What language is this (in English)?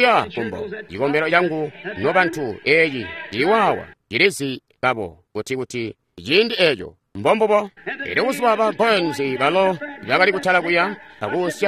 Tonga (Zambia)